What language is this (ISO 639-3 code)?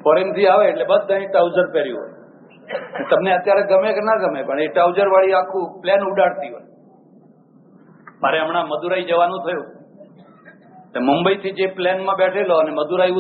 guj